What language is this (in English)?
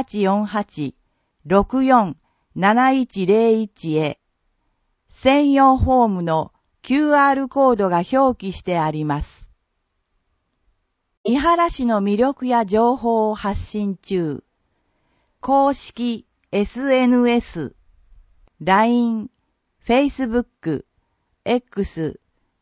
Japanese